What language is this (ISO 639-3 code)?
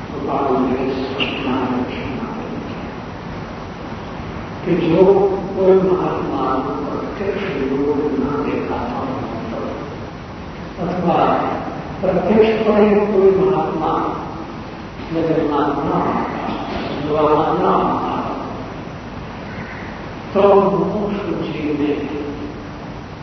guj